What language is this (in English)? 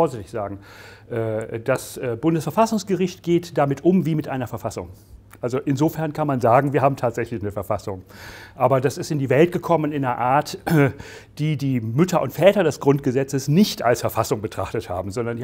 German